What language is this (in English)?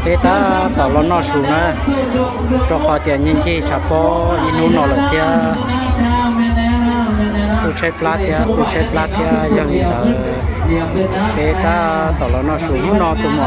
Vietnamese